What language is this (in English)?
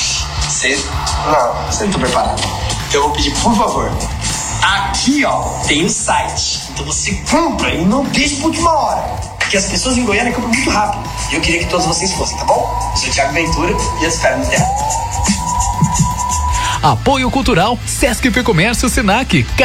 Portuguese